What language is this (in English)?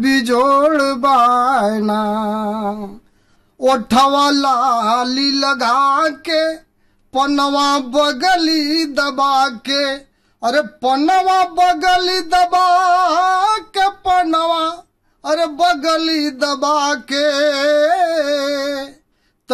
Bhojpuri